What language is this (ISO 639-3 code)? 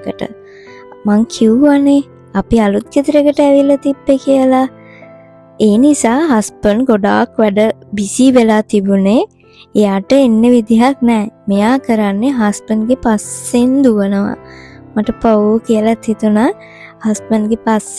sin